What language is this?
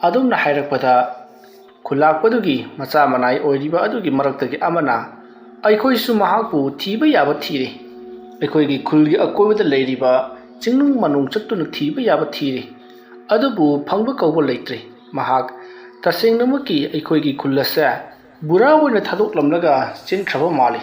Manipuri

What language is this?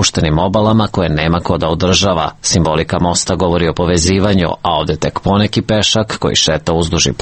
Serbian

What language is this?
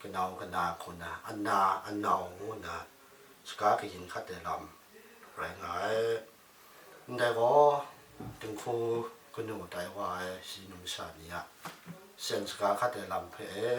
Kachin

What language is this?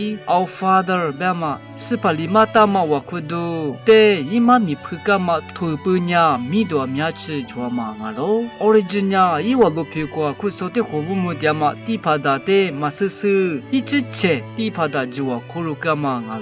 Lisu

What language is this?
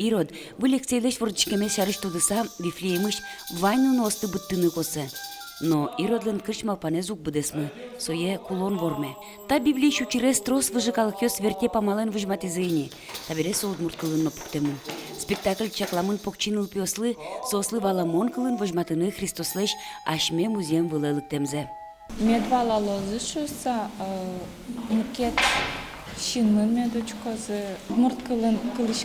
Udmurt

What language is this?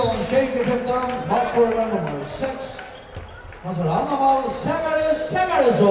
Faroese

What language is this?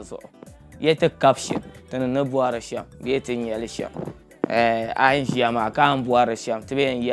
Dagbani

